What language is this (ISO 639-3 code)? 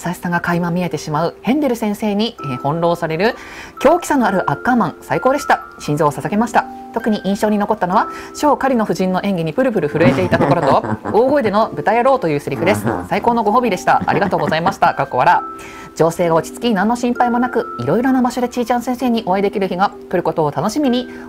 jpn